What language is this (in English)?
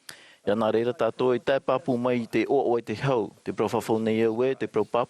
Tahitian